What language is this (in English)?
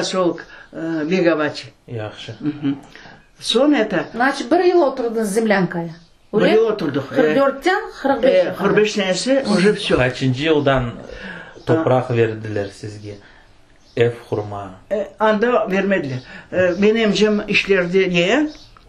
Crimean Tatar